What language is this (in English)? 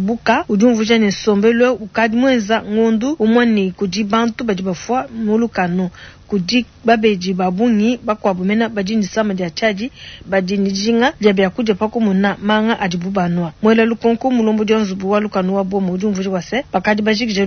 Luba-Lulua